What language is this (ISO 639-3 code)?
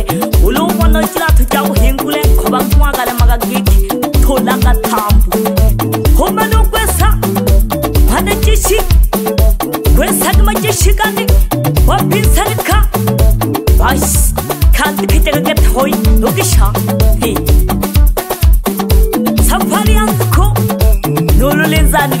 swa